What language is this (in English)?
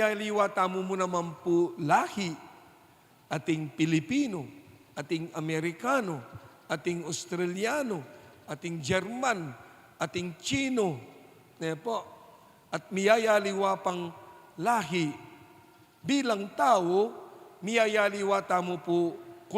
Pampanga